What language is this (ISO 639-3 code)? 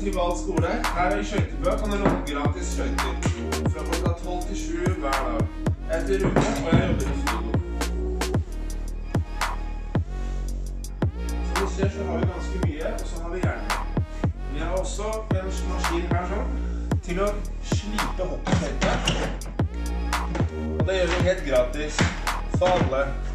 nor